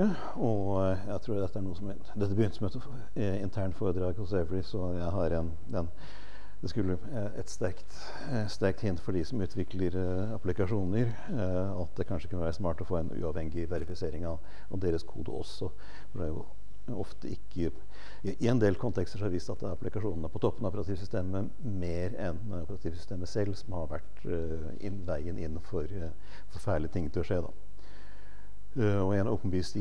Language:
Norwegian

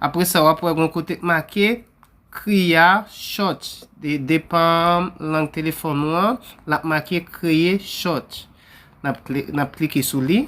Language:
Haitian Creole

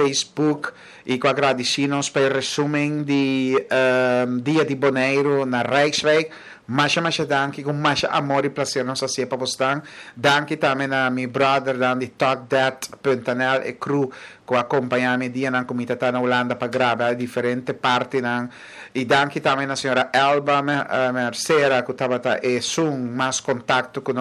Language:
Papiamento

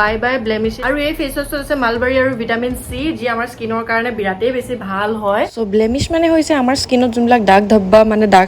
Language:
Assamese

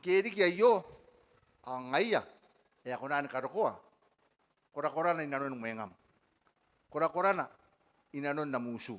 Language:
Gilbertese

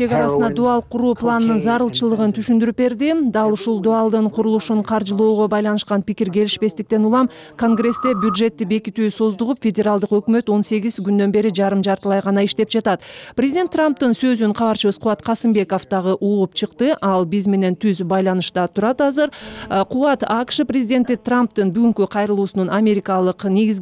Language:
Kyrgyz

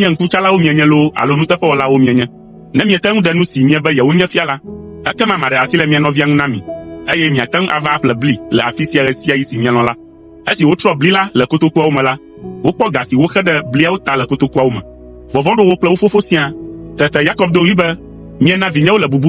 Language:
Ewe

